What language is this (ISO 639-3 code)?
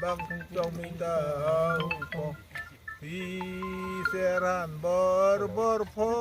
mjw